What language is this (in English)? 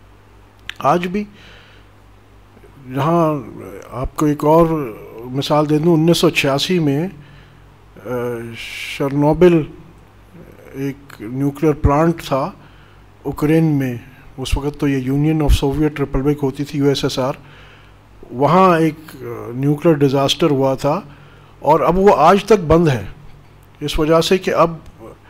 Urdu